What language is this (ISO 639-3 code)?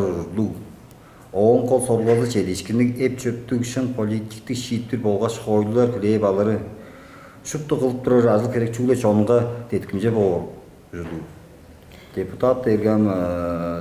tyv